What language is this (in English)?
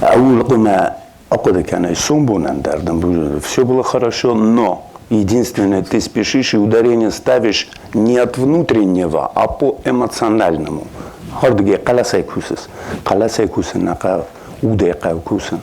Ossetic